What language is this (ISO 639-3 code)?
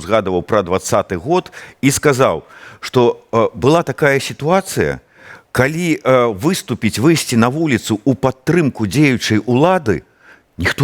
bel